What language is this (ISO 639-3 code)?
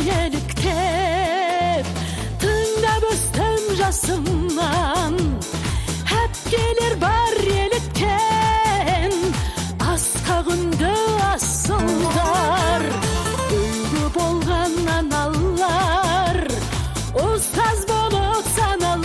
kaz